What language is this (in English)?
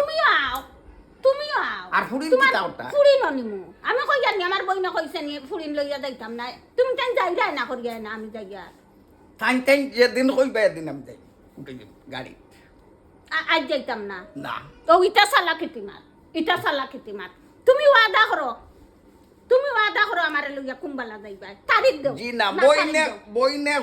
Sylheti